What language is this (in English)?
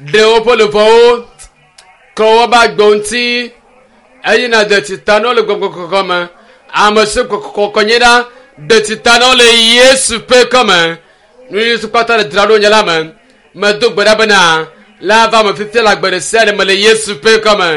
Ewe